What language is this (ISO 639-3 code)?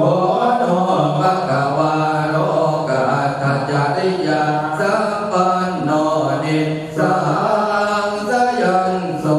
pli